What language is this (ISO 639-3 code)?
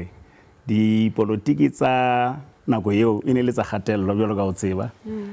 sot